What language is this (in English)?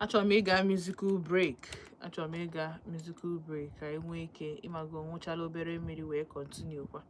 Igbo